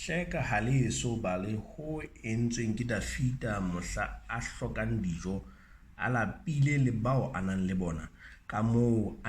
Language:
Southern Sotho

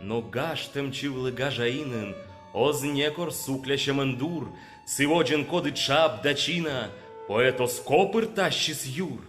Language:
Komi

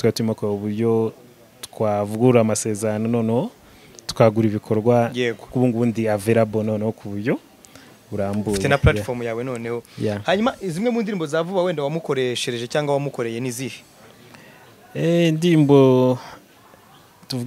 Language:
Kinyarwanda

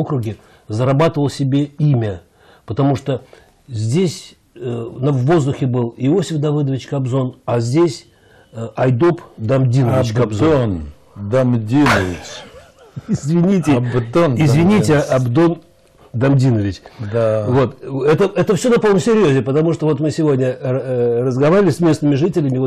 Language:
Russian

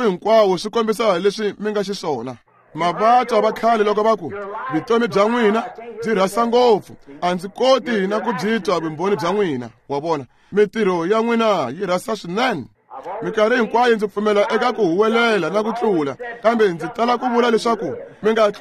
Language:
Tsonga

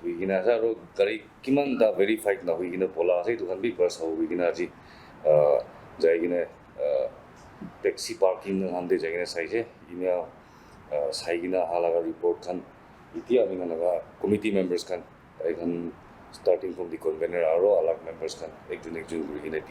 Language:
Naga Pidgin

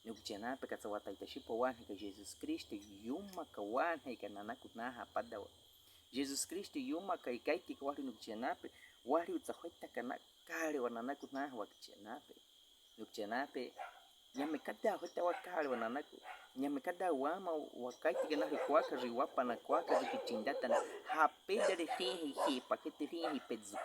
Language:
Baniwa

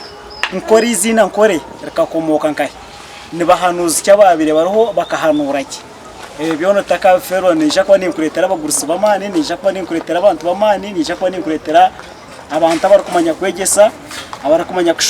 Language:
Nyankole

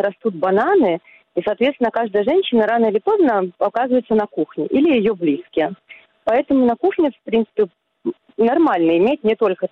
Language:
Russian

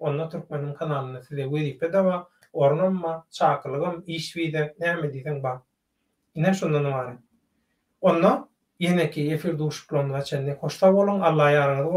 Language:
Turkmen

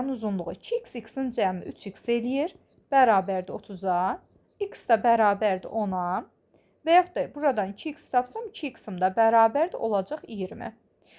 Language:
Azerbaijani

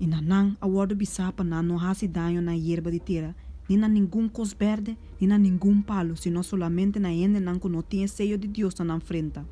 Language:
Papiamento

